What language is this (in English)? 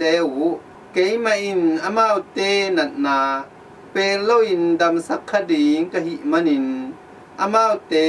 Tedim Chin